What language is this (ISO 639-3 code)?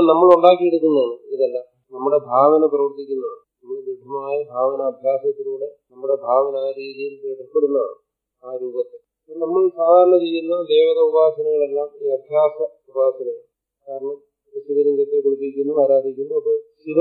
mal